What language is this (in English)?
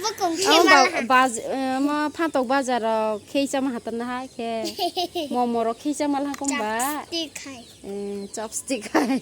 Kok Borok